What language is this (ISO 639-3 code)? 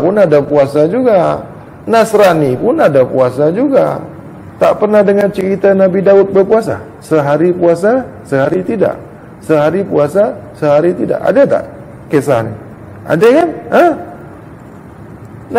msa